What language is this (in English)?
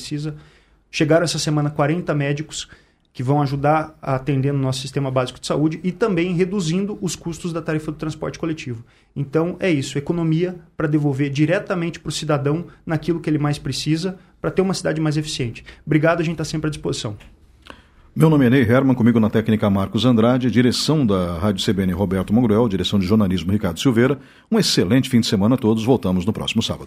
Portuguese